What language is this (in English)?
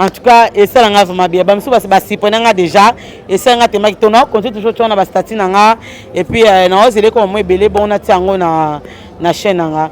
Lingala